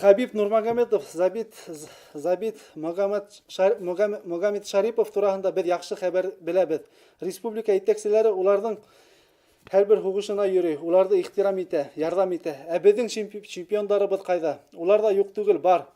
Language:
Bashkir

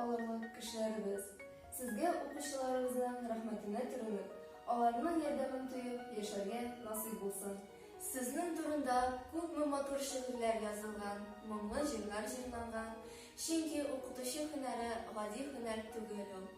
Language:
Tatar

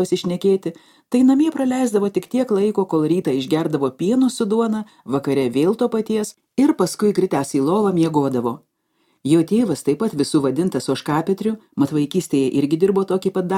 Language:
Lithuanian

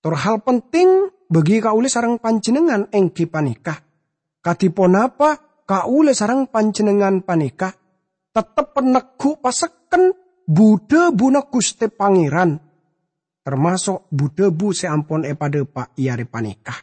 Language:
Madurese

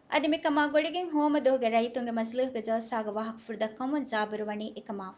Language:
Divehi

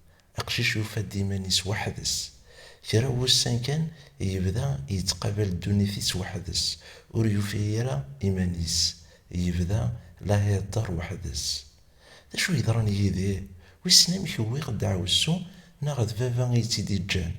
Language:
Kabyle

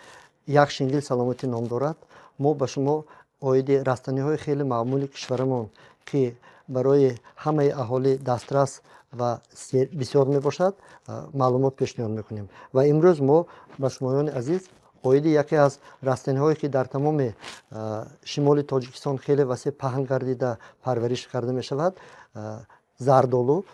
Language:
Tajik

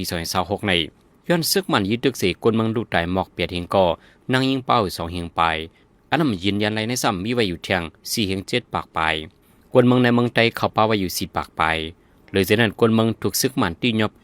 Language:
Shan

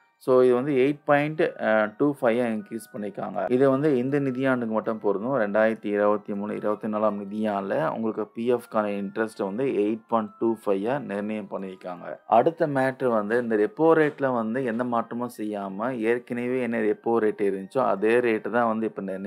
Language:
Tamil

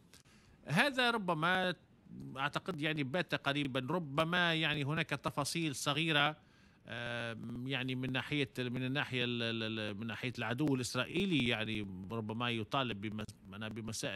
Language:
Tunisian Arabic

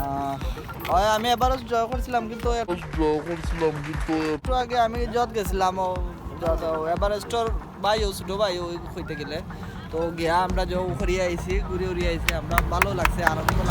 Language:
Sylheti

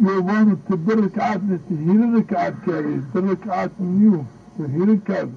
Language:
Zaza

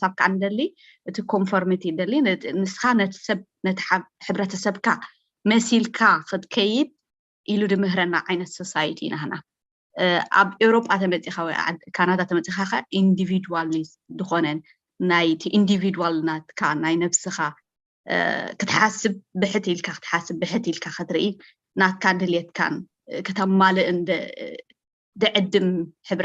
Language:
Tigrinya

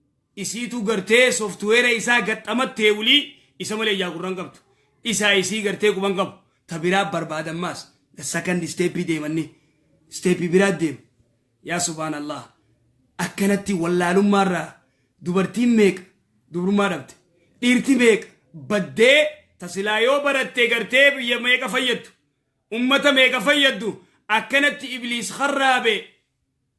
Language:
Oromo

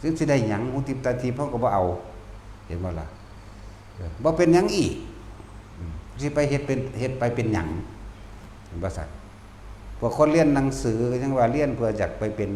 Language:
Northeastern Thai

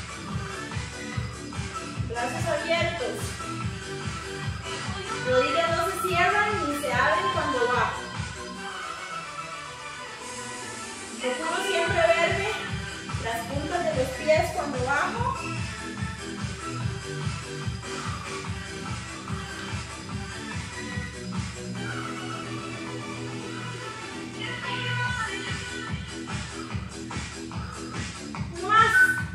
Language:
Spanish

